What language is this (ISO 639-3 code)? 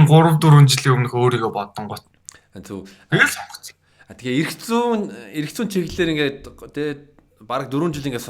mon